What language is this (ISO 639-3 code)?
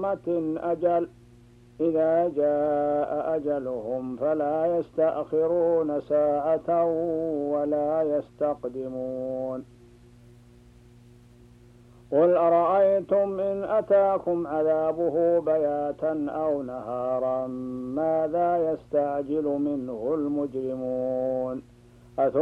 ara